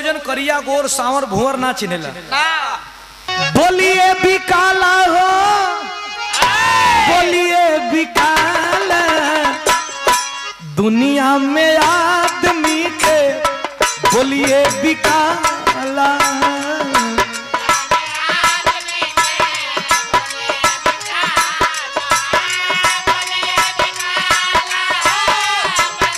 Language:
Bhojpuri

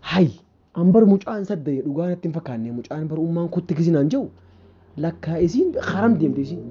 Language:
Oromo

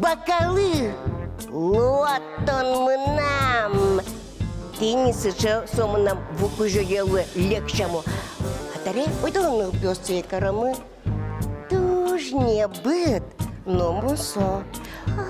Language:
Udmurt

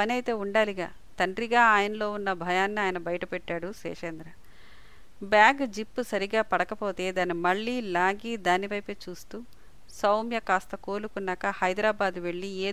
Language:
Telugu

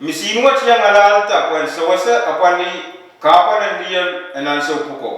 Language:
Pohnpeian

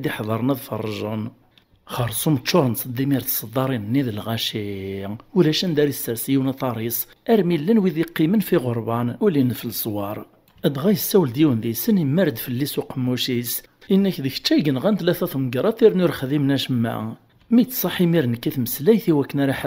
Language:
Kabyle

